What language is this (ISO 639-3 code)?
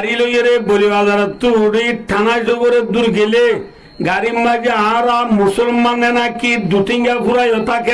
rhg